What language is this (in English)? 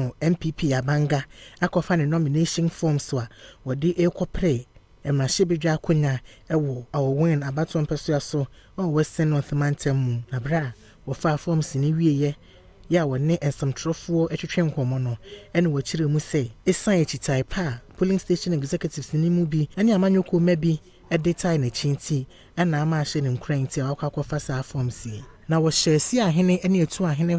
Akan